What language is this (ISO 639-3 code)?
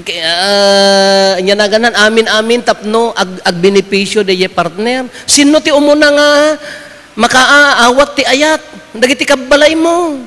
ilo